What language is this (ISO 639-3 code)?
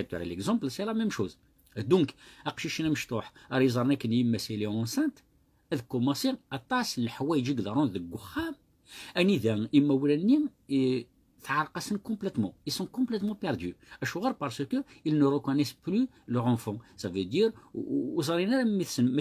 kab